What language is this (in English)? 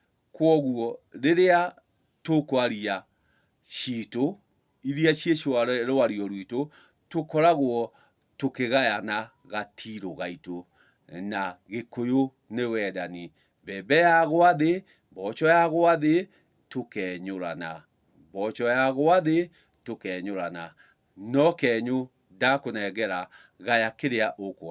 Kikuyu